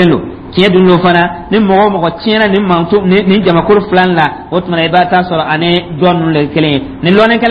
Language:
Dyula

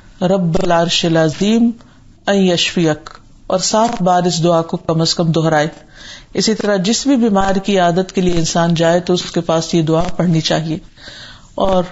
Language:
Urdu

